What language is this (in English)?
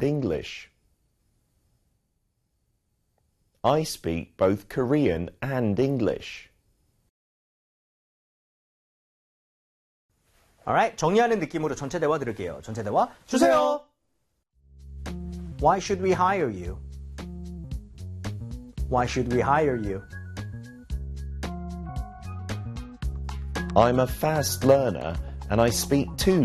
Korean